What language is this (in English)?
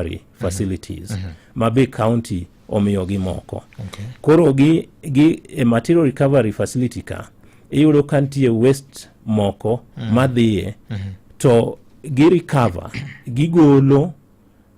Luo (Kenya and Tanzania)